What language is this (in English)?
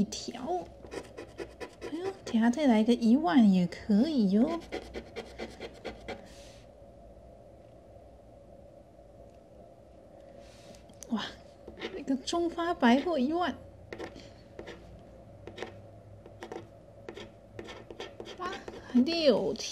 Chinese